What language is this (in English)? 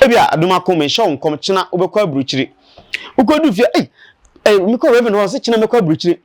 Akan